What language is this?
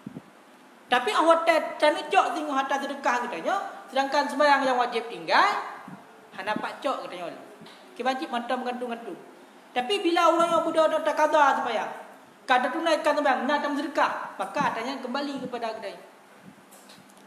Malay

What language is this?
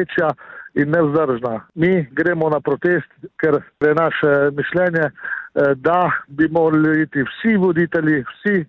Slovenian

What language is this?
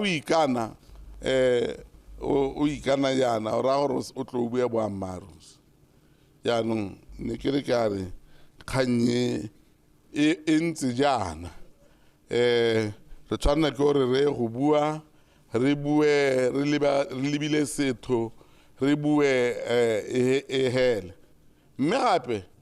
Tswana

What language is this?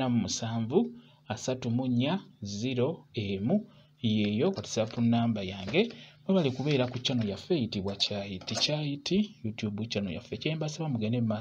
Ganda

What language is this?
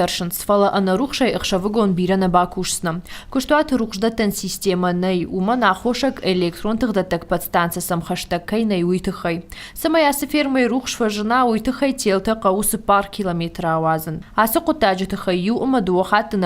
Ossetic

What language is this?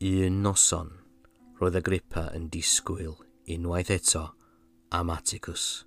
Welsh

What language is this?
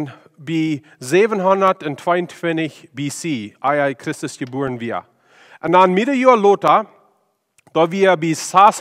Plautdietsch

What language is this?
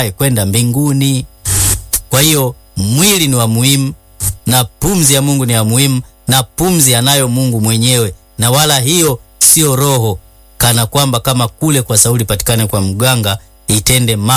Swahili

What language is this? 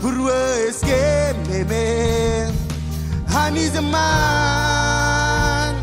Marshallese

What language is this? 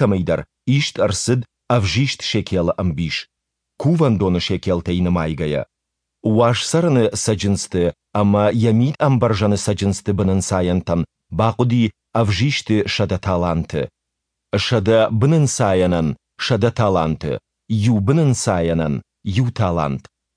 Ossetic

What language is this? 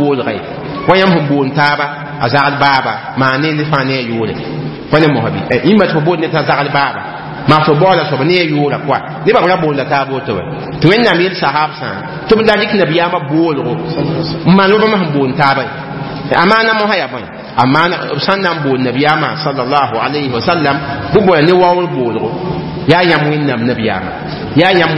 Mossi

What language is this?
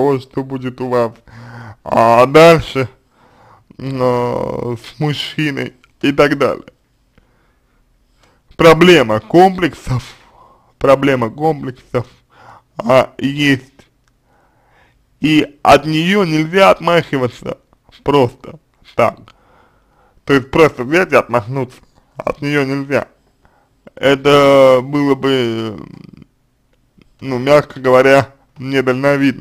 Russian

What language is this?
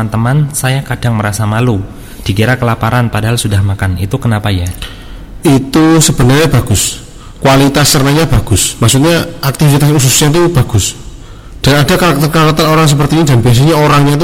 Indonesian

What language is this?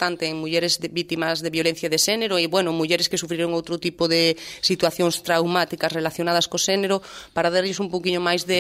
Galician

